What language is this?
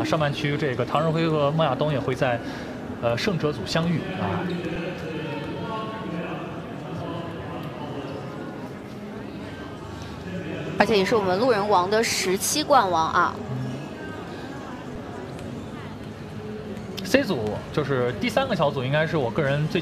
Chinese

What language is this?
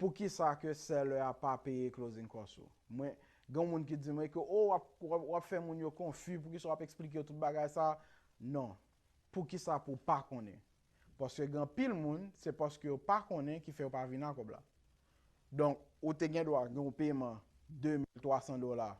Haitian Creole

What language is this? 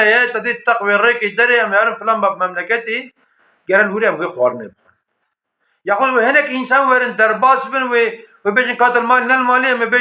Kurdish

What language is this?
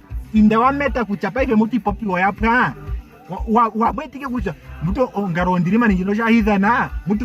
Ndonga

